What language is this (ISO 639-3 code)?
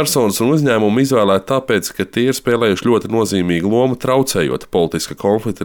lav